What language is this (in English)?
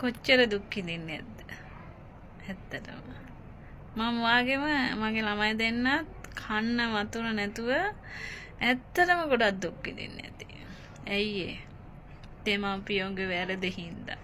Sinhala